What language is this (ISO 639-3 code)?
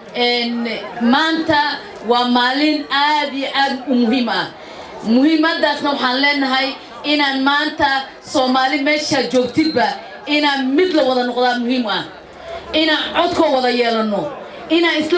som